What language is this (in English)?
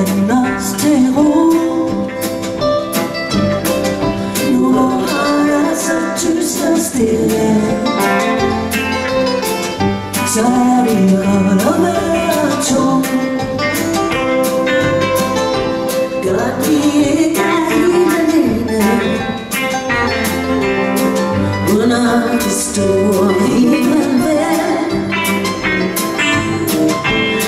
Danish